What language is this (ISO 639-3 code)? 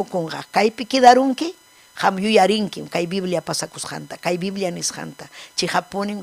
quy